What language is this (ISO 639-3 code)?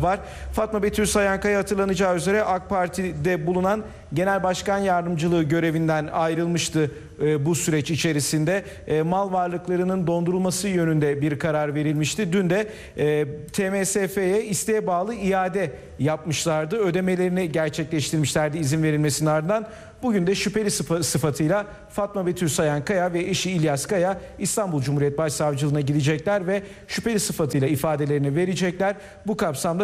tur